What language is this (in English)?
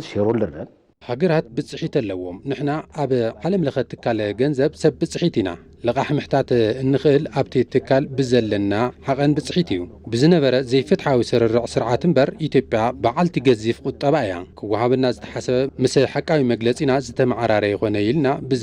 Tigrinya